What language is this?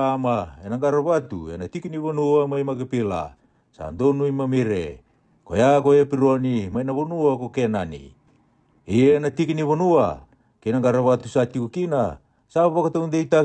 Fijian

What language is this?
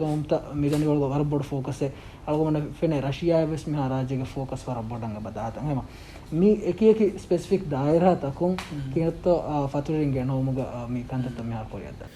Divehi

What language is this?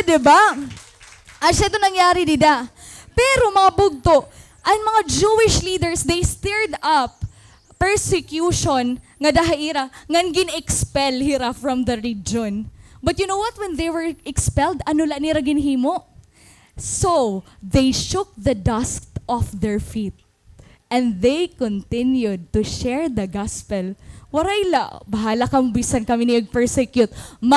Waray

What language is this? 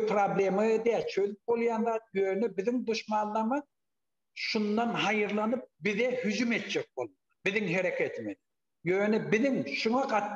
Turkmen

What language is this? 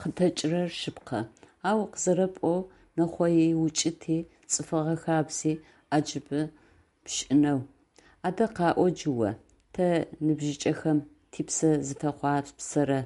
Adyghe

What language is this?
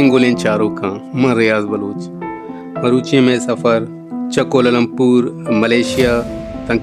Baluchi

